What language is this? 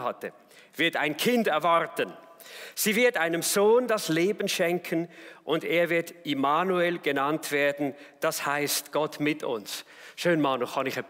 Swiss German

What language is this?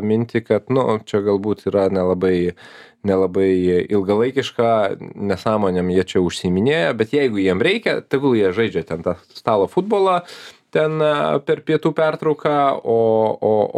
Lithuanian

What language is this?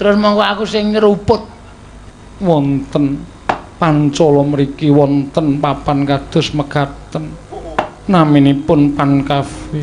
Javanese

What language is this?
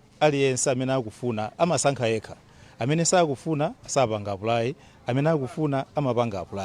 Nyanja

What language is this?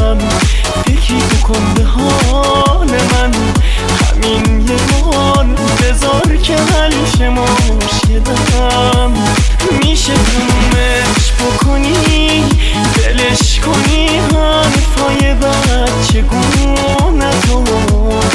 Persian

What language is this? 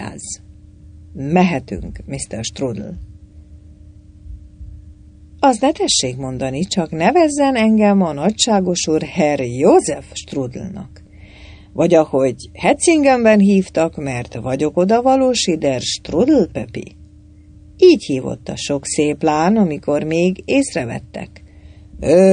Hungarian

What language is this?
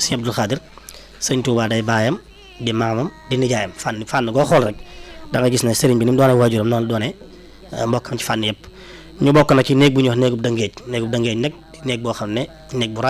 Wolof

